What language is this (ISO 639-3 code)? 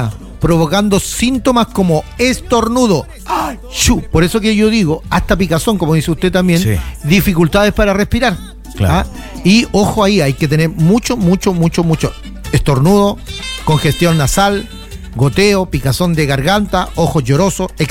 spa